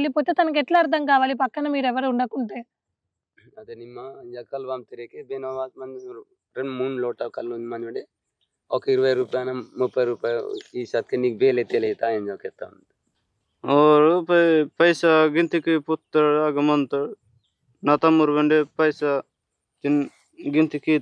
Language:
Telugu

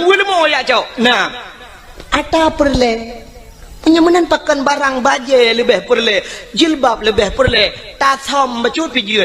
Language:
Achinese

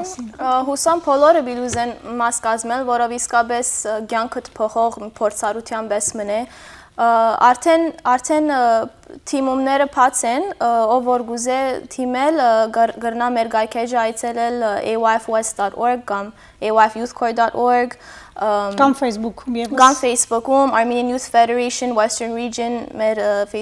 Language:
Western Armenian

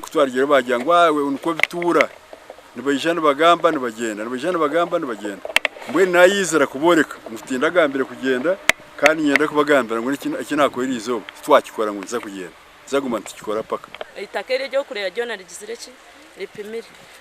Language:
Nyankole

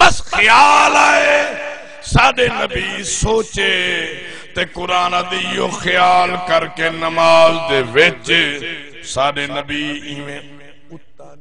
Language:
Saraiki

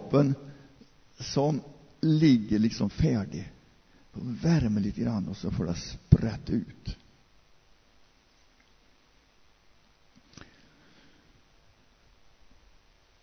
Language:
Swedish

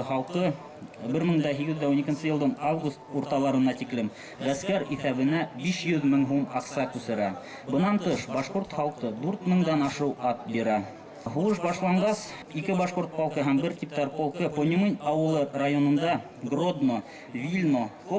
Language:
Bashkir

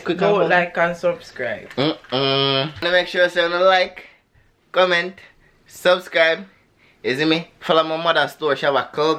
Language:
Jamaican Creole English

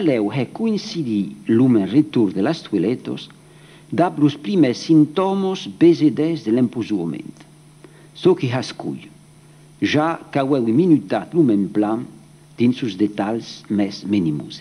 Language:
Occitan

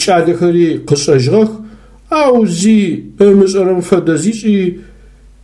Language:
Adyghe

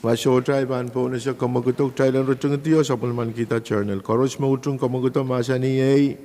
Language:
Pohnpeian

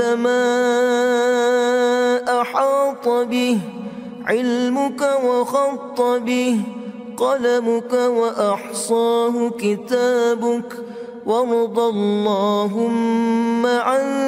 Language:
Arabic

